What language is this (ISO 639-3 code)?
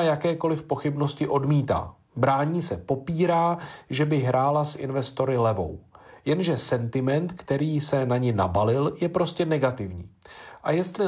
ces